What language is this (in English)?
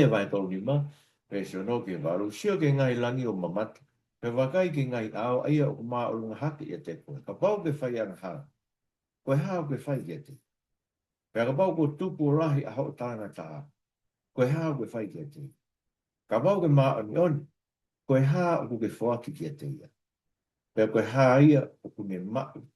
Tongan